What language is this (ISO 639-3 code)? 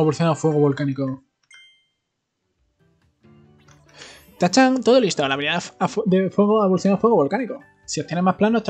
spa